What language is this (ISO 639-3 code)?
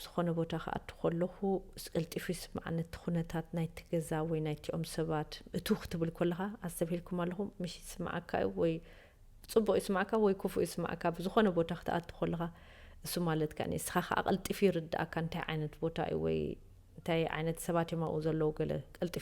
tir